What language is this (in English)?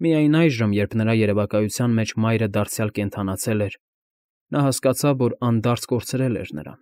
Armenian